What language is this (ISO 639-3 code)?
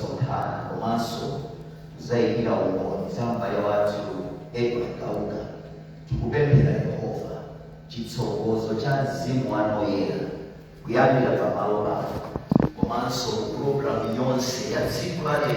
nya